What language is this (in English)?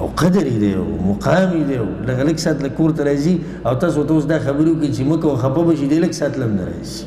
Pashto